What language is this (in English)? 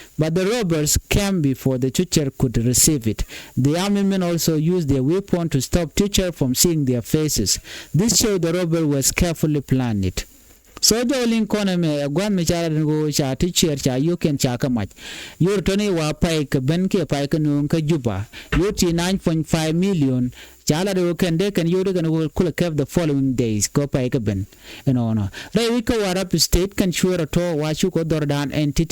Nuer